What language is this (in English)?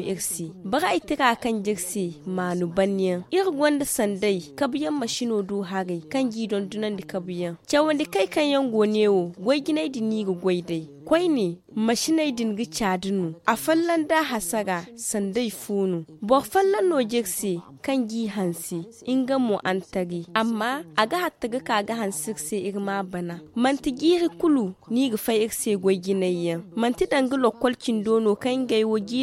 Zarma